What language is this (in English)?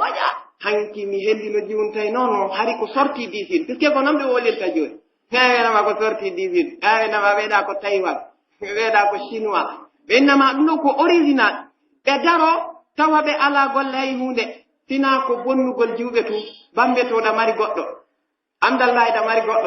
Pular